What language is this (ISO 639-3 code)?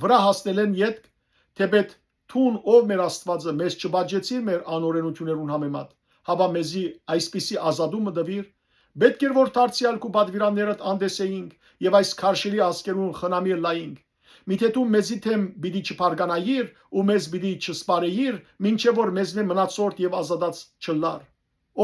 hyw